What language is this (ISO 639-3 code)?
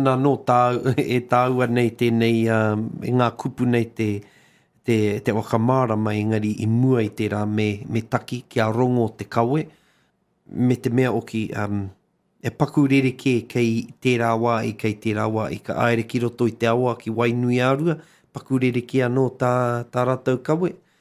mri